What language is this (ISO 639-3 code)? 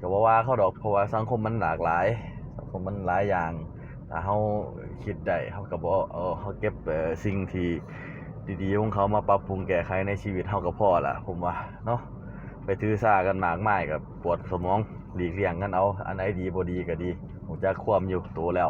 tts